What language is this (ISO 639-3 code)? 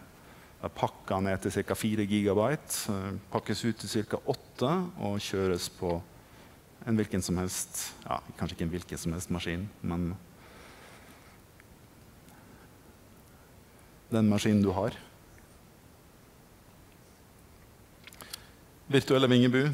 nor